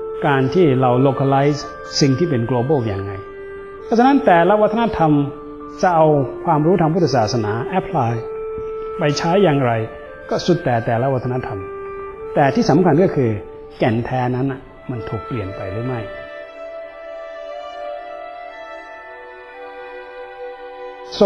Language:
Thai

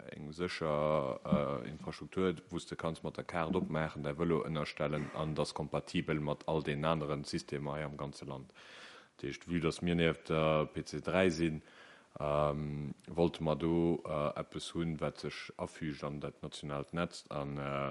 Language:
Luxembourgish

